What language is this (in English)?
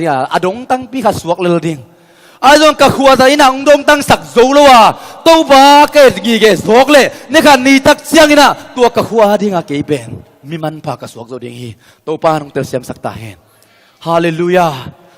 Tedim Chin